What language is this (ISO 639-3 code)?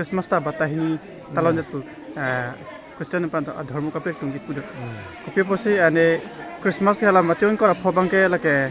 mjw